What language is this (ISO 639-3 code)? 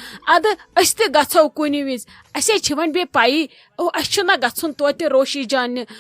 kas